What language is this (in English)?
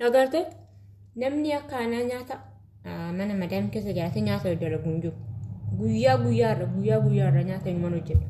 Oromo